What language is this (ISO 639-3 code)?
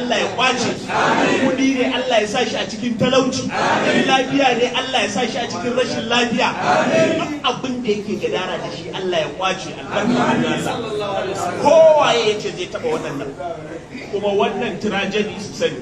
hau